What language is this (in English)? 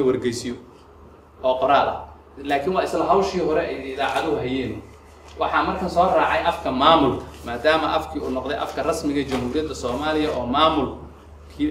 Somali